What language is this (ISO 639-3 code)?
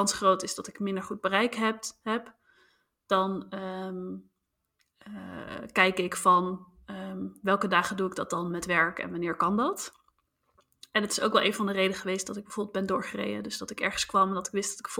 nld